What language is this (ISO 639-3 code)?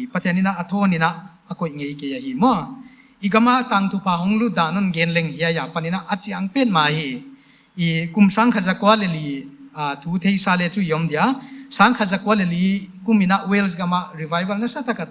pck